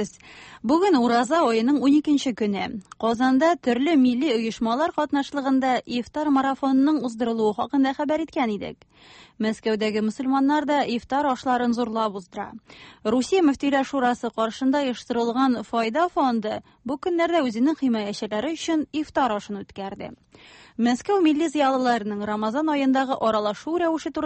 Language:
Tatar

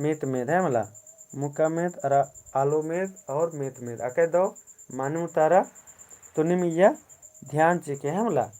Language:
Kurukh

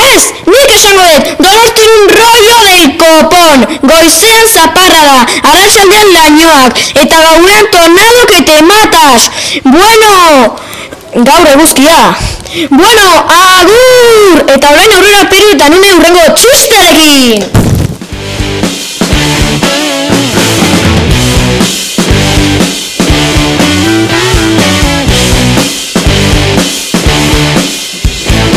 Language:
Basque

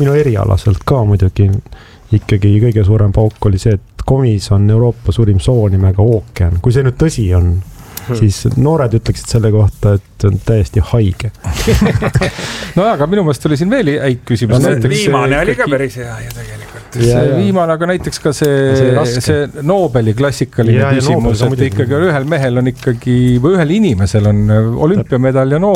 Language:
Estonian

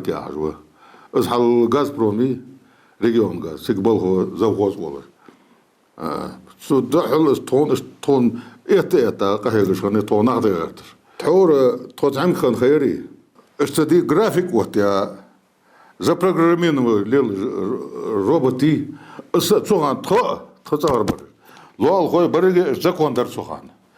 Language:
Ingush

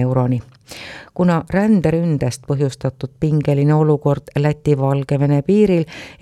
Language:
Estonian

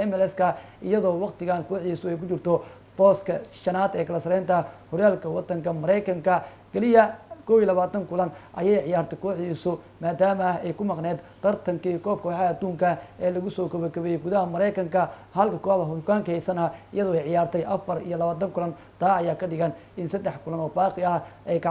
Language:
Somali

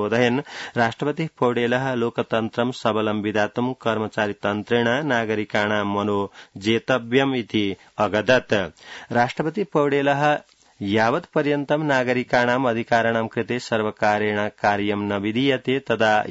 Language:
Sanskrit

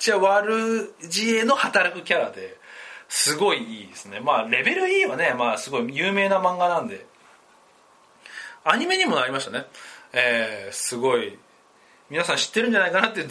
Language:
Japanese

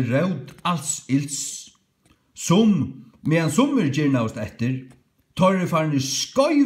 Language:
Faroese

